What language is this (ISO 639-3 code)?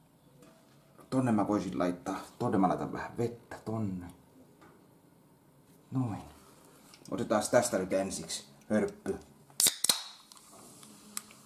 fin